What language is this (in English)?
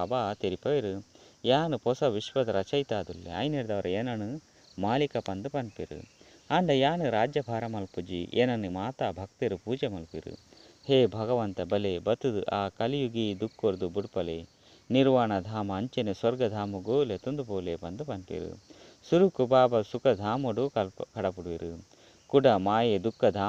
Tulu